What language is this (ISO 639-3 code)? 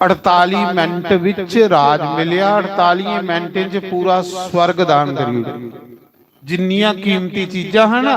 doi